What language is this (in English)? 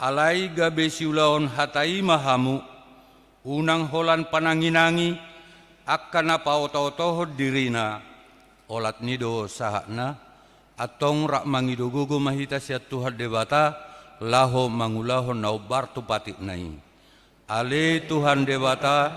Batak Toba